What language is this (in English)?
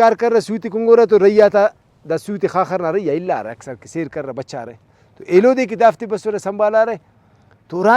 Brahui